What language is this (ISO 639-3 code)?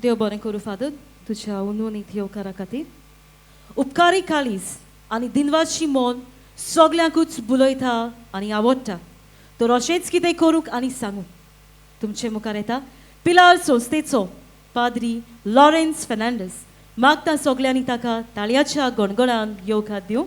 kok